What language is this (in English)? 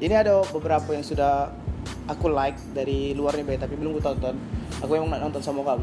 Musi